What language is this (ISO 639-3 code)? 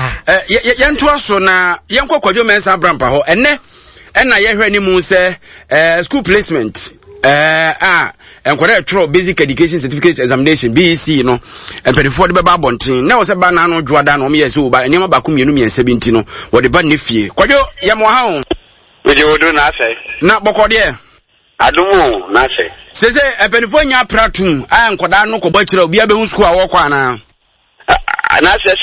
aka